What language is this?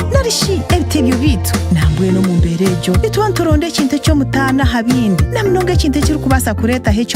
Nyankole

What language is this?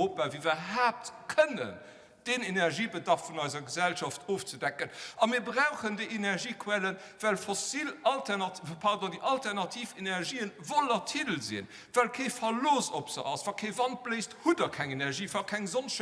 Luxembourgish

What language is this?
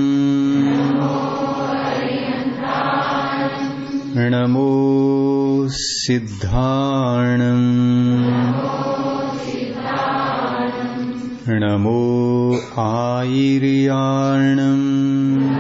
Kannada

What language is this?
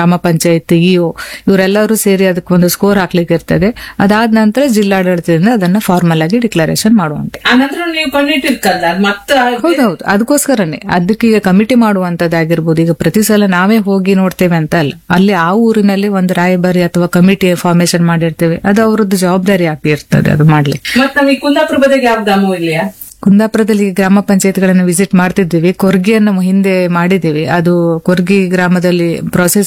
Kannada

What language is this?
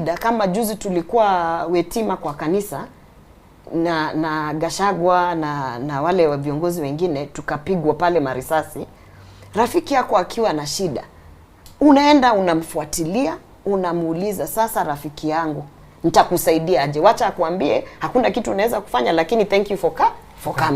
Gusii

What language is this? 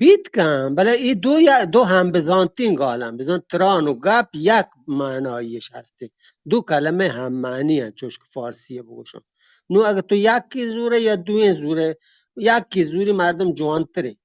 Eastern Balochi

